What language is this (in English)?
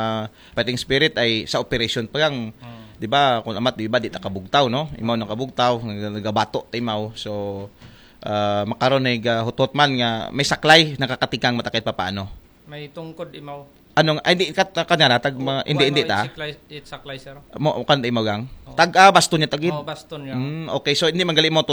Aklanon